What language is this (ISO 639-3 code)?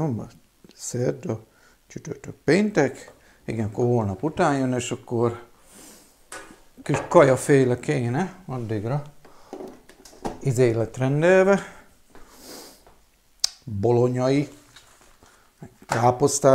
hun